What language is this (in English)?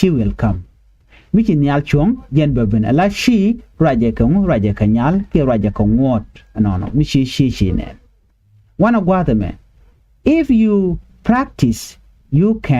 Nuer